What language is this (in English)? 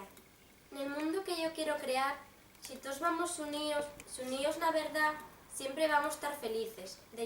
Asturian